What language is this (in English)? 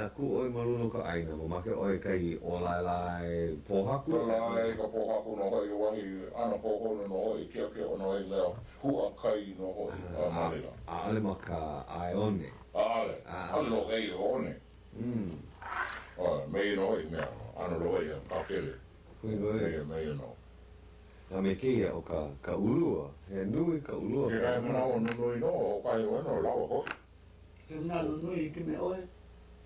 Hawaiian